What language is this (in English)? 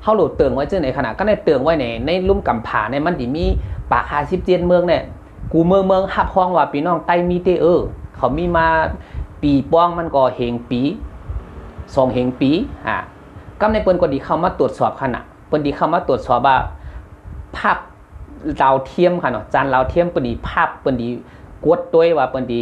Shan